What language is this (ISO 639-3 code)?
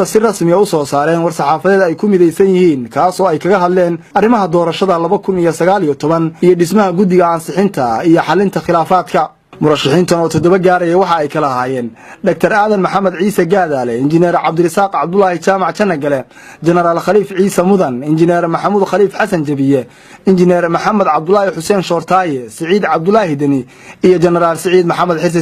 som